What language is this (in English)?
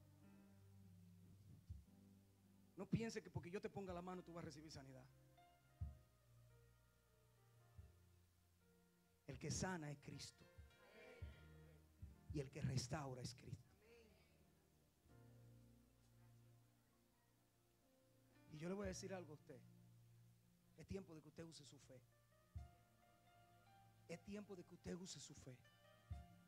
Spanish